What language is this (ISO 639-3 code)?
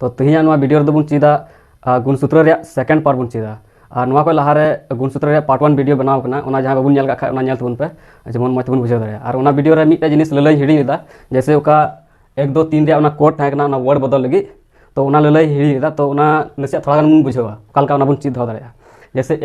sat